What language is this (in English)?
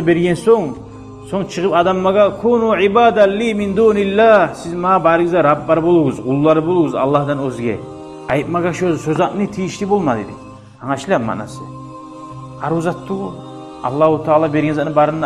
Kumyk